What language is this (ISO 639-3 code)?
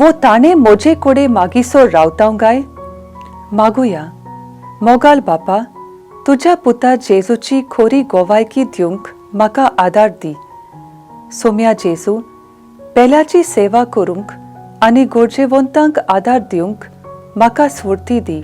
kok